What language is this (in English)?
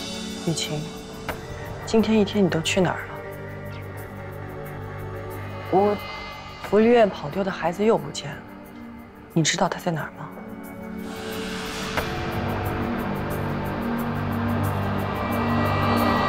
Chinese